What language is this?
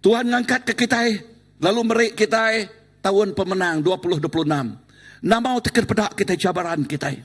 Iban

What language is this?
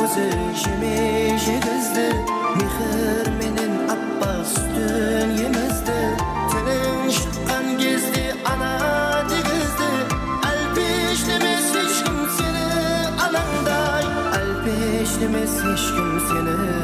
Kara-Kalpak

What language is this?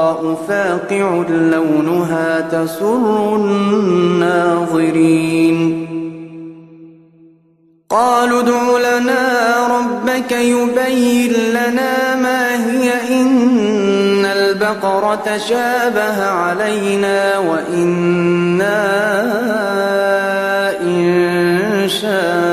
Arabic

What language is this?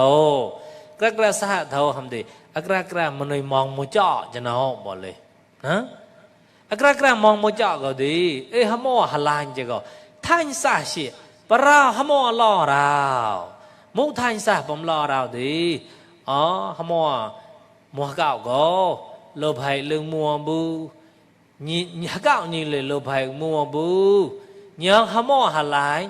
Mon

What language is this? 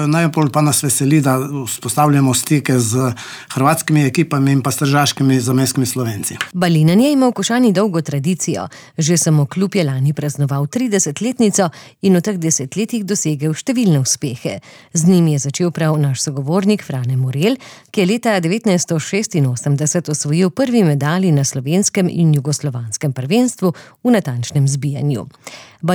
Slovenian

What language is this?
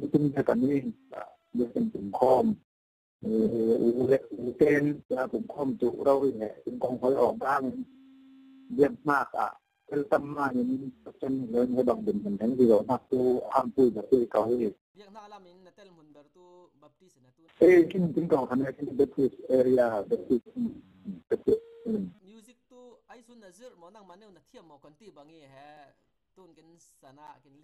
Falam Chin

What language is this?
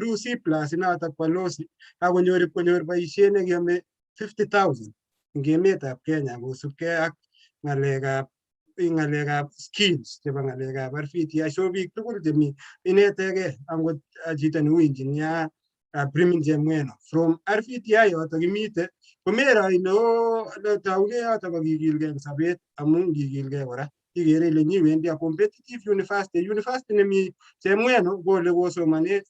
Kalenjin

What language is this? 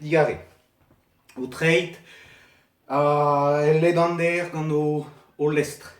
Breton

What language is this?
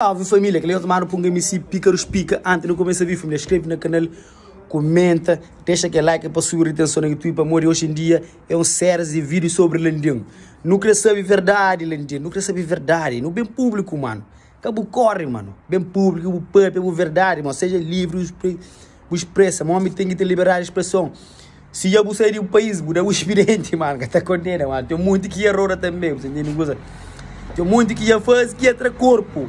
Kabuverdianu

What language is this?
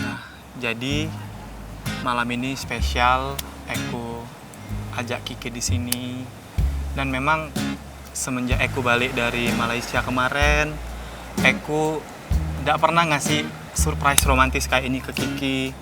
Musi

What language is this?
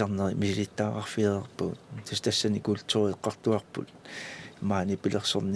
Kalaallisut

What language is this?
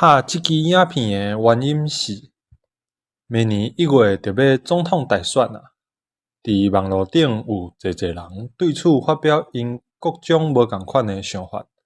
Min Nan Chinese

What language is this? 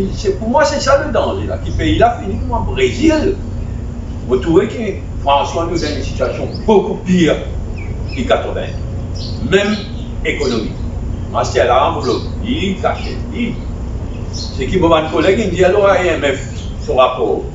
Morisyen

